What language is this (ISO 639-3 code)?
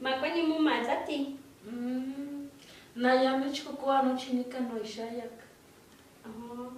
nhe